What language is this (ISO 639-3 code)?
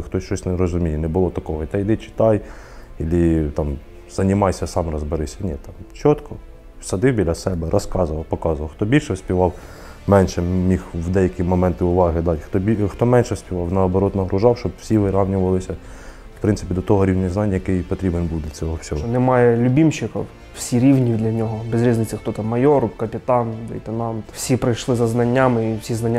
ukr